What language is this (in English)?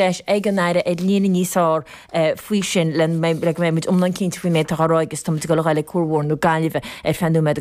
Irish